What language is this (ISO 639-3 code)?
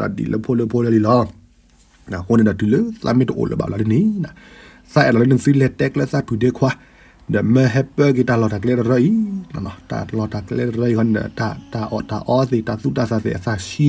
ksw